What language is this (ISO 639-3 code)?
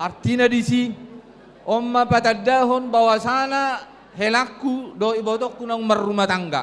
bbc